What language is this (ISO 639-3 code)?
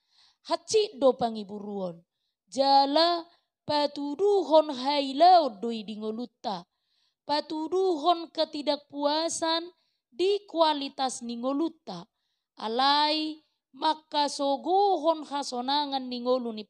bbc